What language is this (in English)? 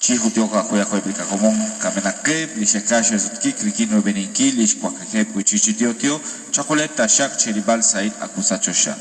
Kekchí